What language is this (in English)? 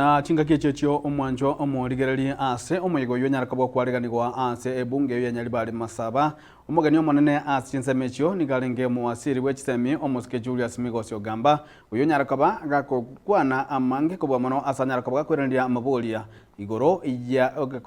Gusii